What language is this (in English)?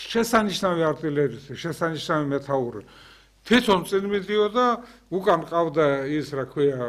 Georgian